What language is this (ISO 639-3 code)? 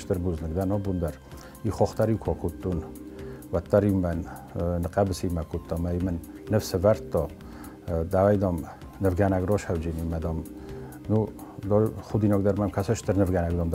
oss